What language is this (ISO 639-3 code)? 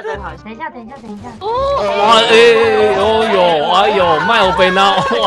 zho